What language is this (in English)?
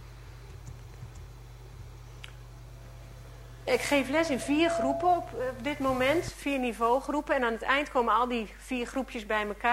Dutch